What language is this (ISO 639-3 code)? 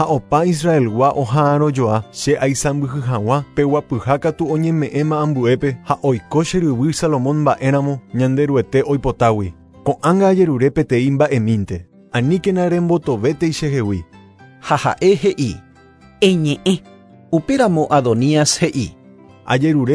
grn